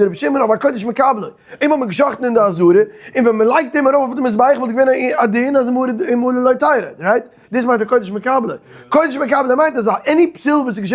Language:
Yiddish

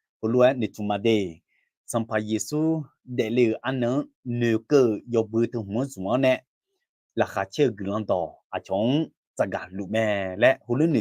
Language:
Akha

